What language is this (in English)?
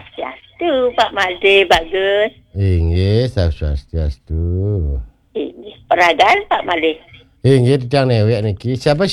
Balinese